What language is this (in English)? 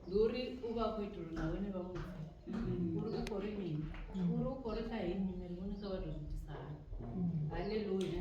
Venda